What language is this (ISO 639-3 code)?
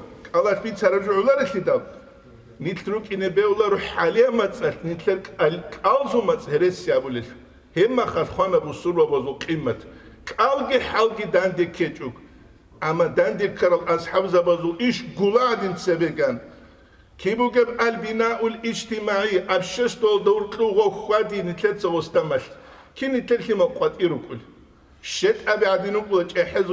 ava